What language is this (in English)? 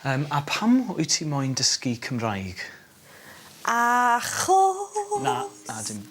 Welsh